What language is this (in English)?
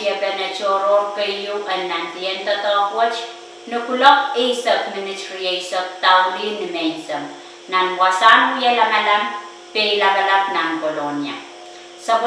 Pohnpeian